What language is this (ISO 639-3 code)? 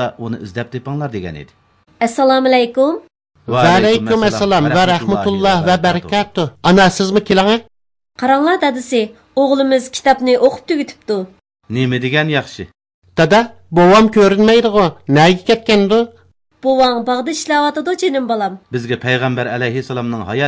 uig